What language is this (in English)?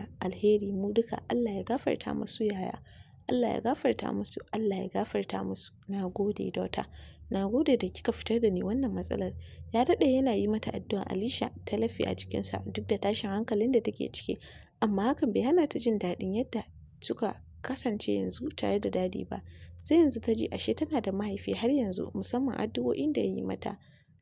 Hausa